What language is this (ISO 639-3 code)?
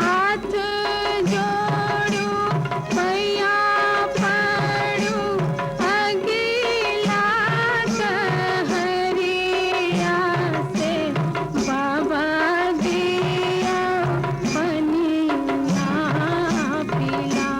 mai